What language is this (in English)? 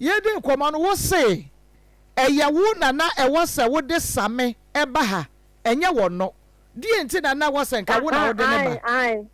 Akan